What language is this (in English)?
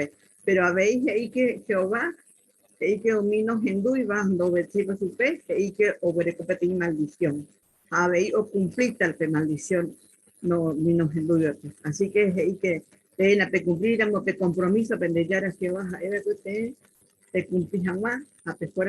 Guarani